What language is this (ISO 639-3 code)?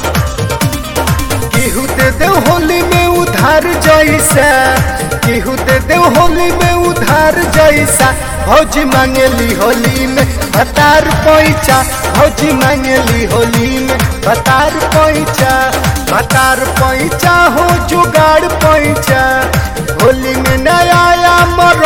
bho